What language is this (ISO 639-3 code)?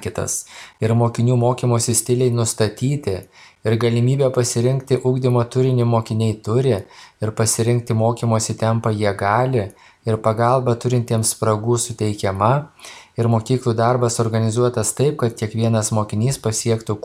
lit